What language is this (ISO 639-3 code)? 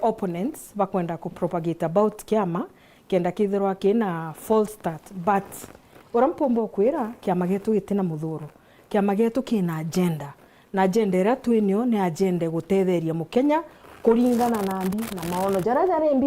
mer